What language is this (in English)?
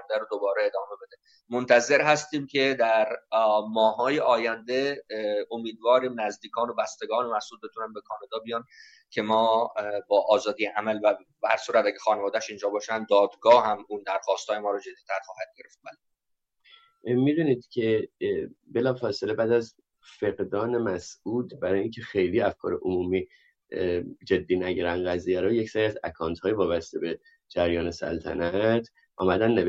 Persian